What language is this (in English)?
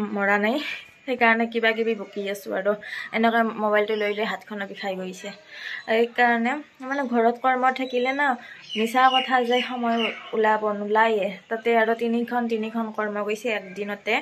Assamese